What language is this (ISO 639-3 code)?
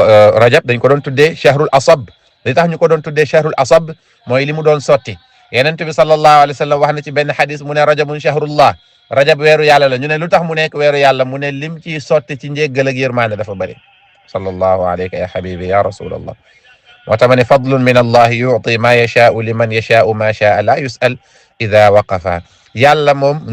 wol